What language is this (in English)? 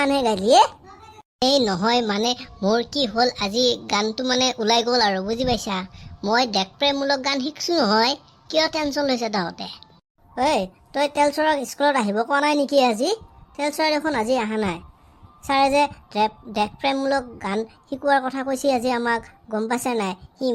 Assamese